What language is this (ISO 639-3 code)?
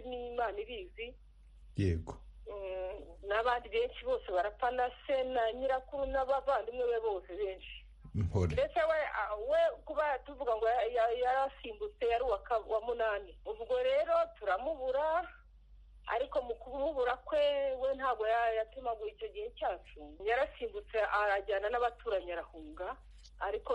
kin